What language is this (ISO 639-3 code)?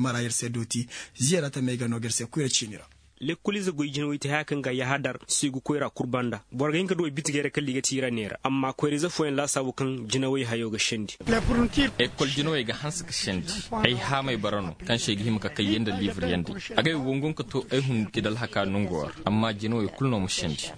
ses